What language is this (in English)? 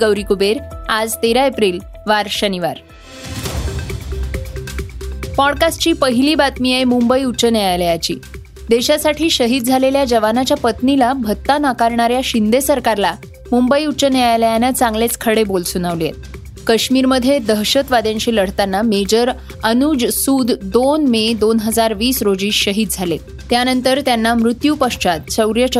Marathi